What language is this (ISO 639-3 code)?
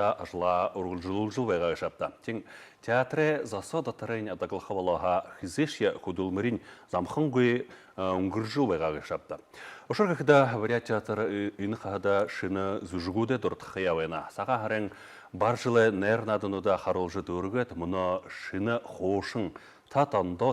bua